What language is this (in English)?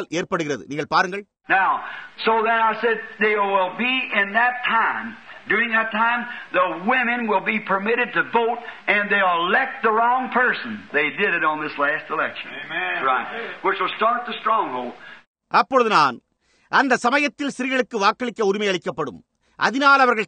Tamil